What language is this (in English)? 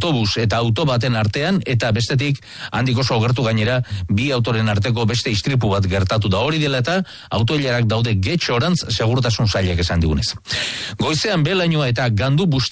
Basque